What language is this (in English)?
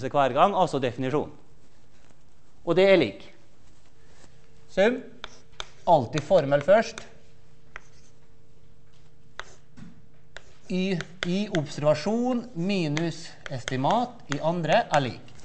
Norwegian